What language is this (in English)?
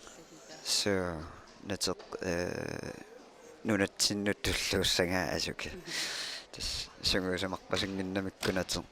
Kalaallisut